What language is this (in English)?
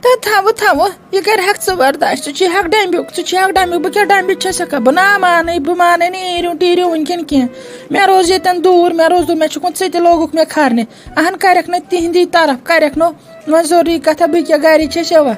Kashmiri